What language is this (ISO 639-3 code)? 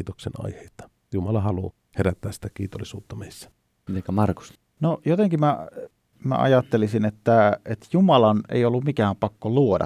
fin